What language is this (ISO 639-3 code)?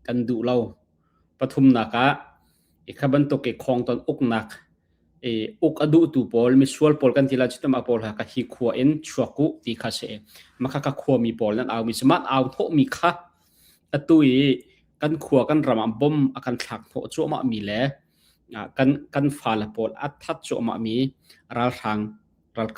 cnh